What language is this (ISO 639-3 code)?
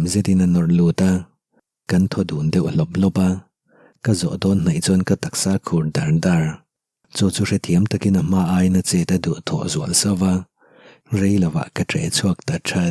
lus